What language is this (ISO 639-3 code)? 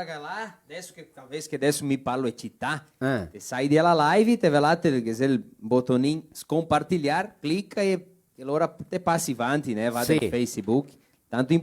vec